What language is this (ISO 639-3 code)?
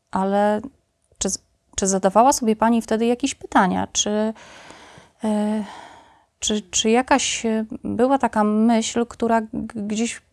pol